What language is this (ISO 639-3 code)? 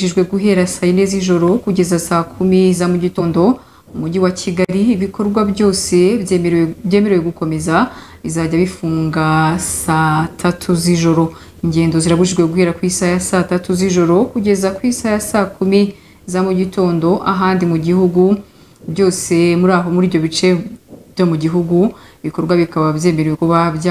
kin